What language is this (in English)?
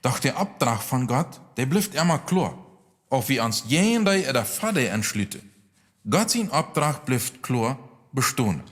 Plautdietsch